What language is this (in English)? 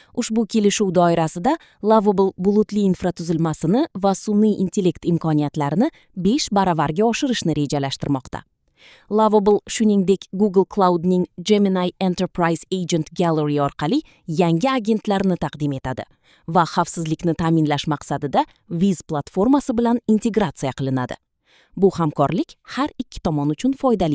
Uzbek